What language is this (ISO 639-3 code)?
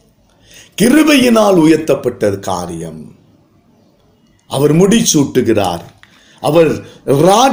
tam